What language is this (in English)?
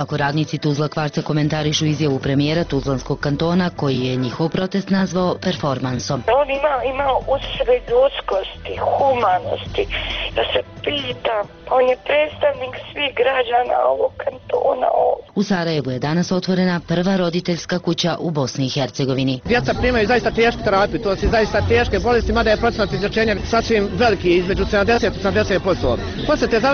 Bosnian